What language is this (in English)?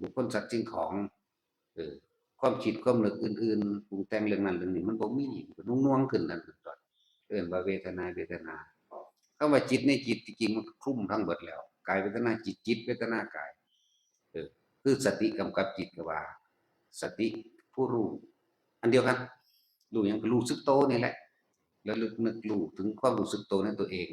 Northeastern Thai